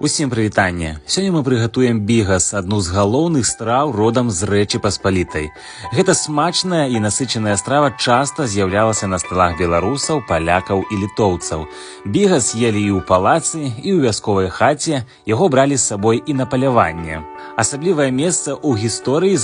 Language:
Belarusian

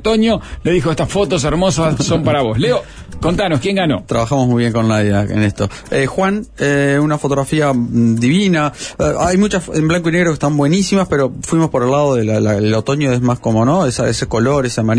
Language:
Spanish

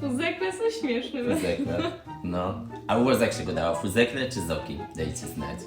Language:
Silesian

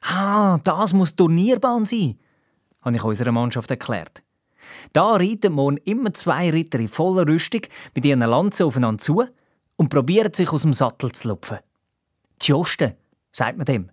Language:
Swiss German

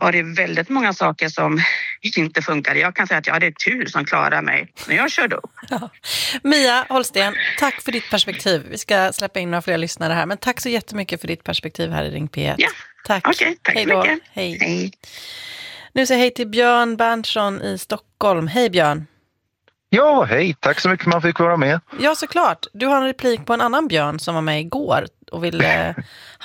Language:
Swedish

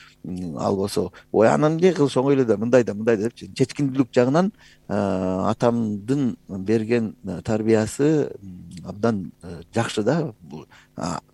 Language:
Kyrgyz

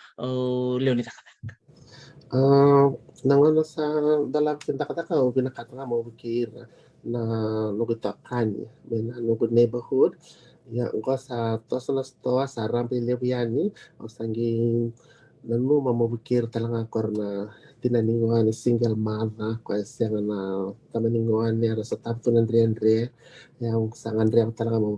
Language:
Fijian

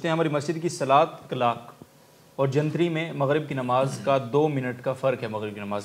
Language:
Urdu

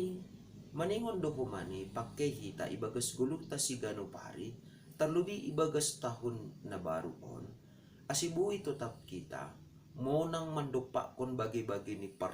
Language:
Batak Simalungun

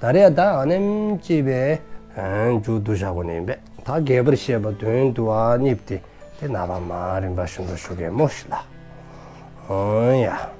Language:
Dzongkha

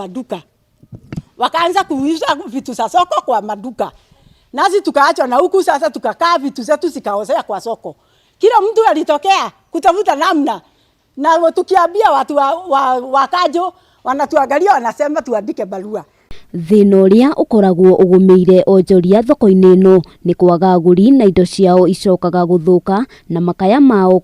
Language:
Kikuyu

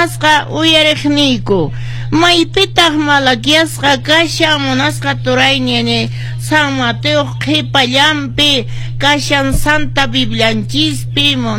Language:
Quechua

